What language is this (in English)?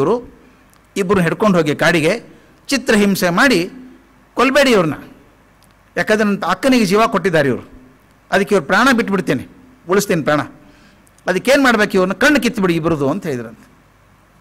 Kannada